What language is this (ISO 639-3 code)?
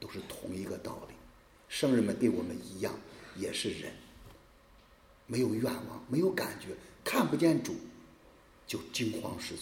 zho